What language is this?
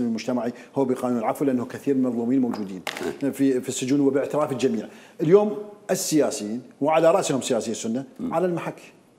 Mesopotamian Arabic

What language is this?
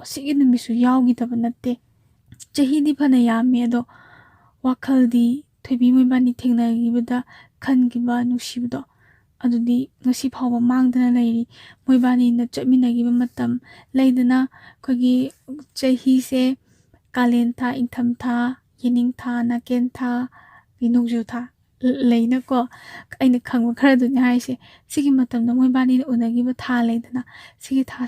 Manipuri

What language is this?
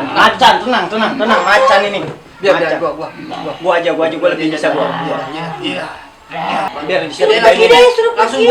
Betawi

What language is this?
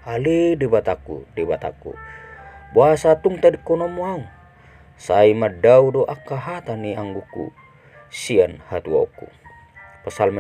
Batak Toba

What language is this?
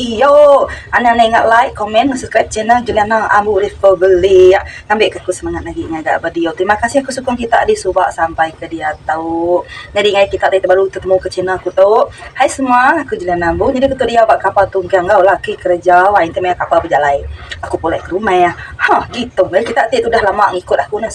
Iban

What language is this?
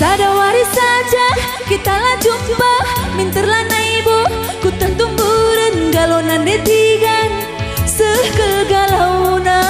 Batak Karo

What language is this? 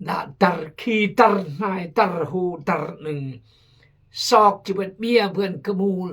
Khmu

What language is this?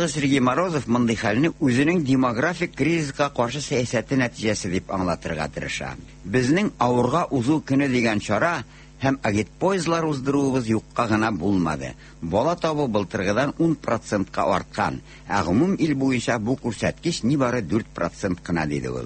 Tatar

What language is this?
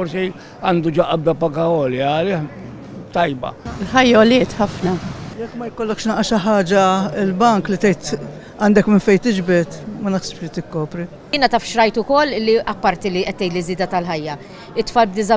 Maltese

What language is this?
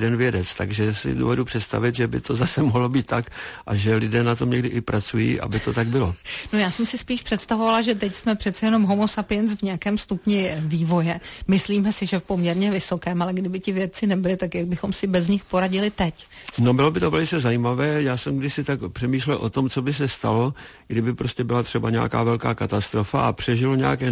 Czech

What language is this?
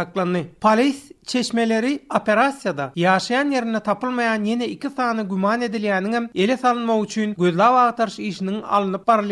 Turkmen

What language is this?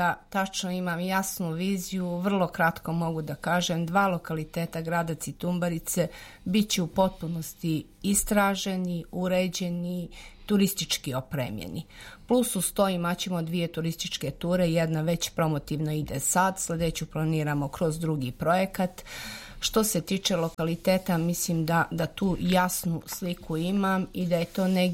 Serbian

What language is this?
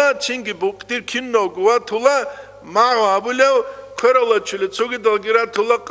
Avaric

